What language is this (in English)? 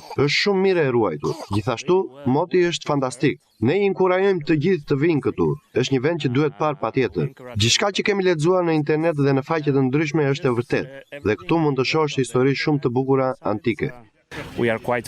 Albanian